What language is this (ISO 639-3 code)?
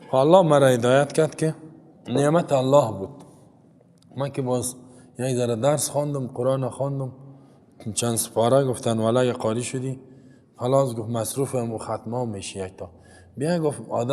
fas